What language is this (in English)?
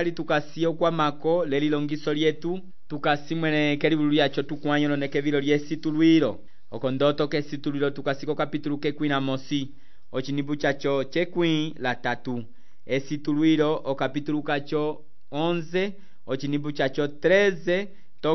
Umbundu